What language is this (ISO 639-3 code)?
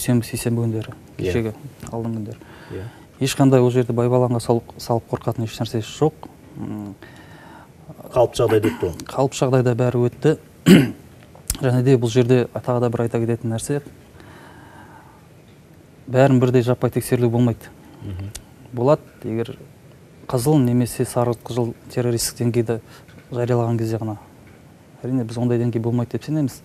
kaz